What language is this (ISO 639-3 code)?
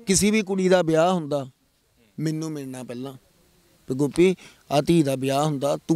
pan